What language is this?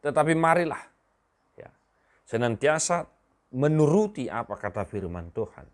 Batak Toba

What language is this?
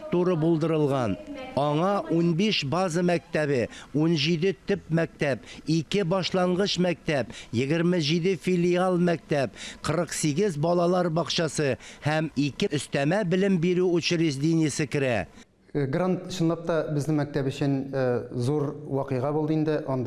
Tatar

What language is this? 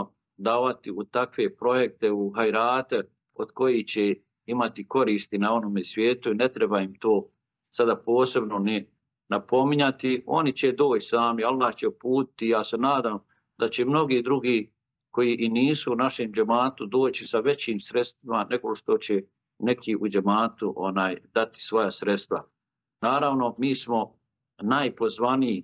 Bosnian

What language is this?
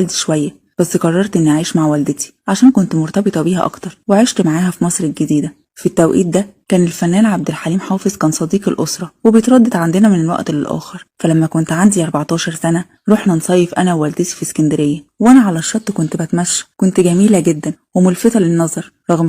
Egyptian Arabic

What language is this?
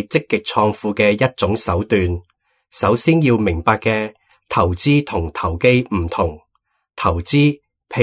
Cantonese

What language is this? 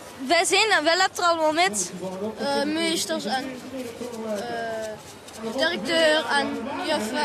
Limburgish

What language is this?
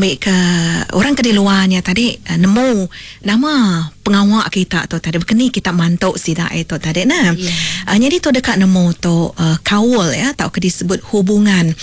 Iban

